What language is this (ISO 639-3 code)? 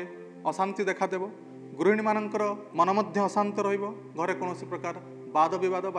ori